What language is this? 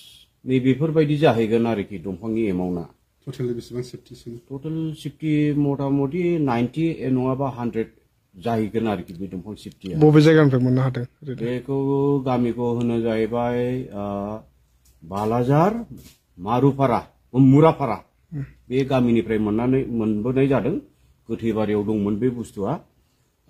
Bodo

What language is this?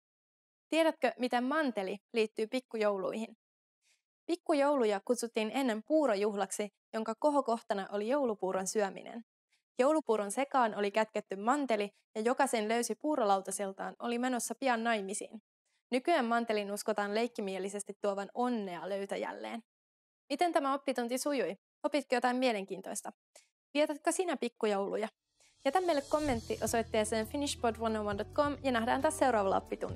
Finnish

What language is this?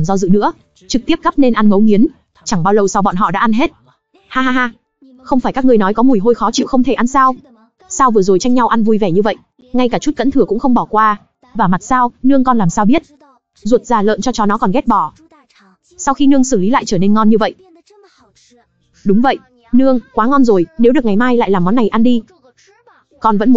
Vietnamese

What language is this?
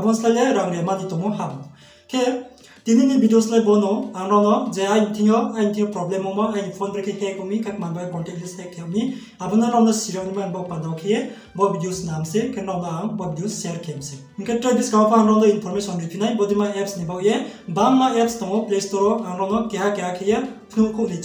Riang (India)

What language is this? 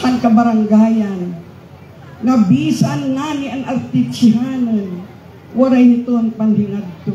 Waray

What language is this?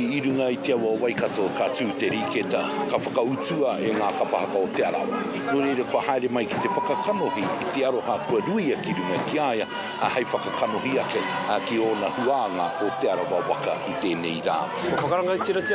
Māori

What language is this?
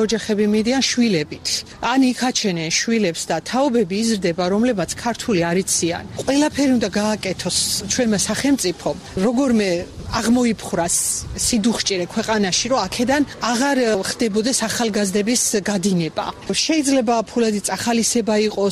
Georgian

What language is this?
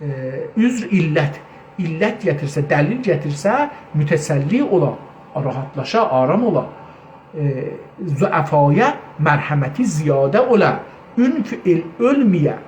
South Azerbaijani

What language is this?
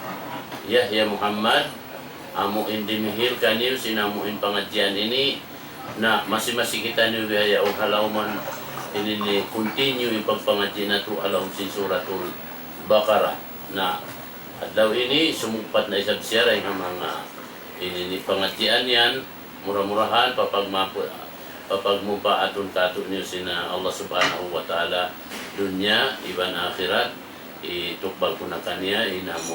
Tausug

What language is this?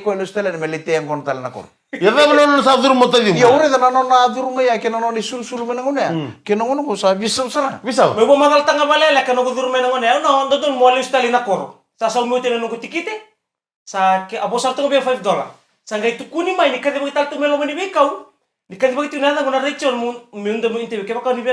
Fijian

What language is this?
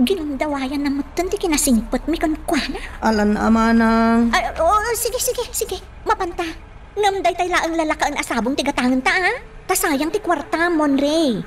Iloko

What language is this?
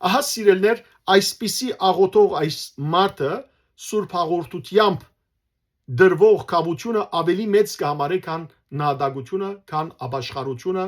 Western Armenian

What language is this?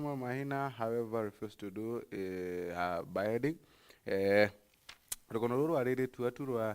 Meru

